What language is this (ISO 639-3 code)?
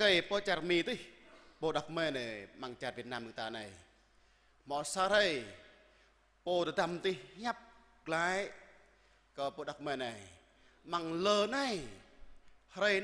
jra